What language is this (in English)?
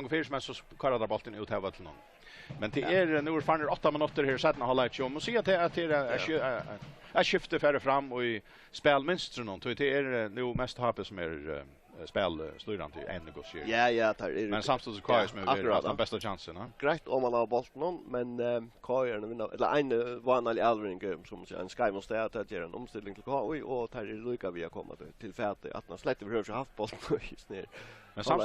Faroese